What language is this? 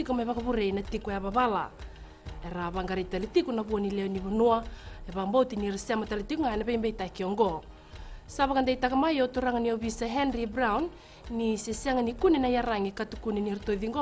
Fijian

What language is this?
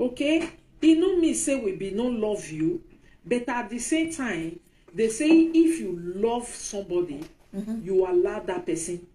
Nigerian Pidgin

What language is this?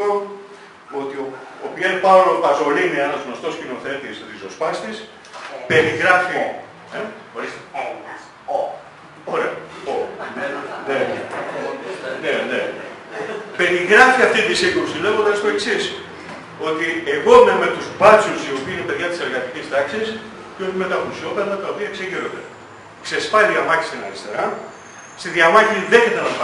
Greek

